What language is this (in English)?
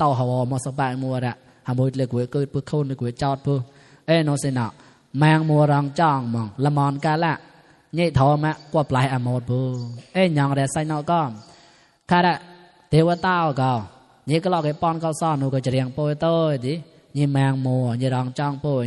Mon